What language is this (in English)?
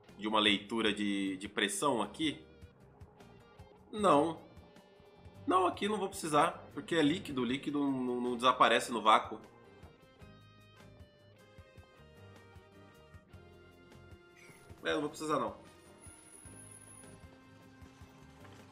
Portuguese